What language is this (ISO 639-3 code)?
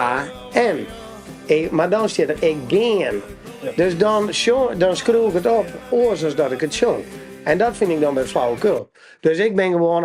fry